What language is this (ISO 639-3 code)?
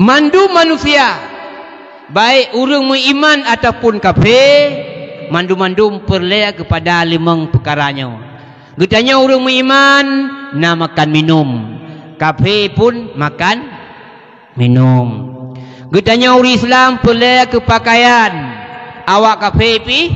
ace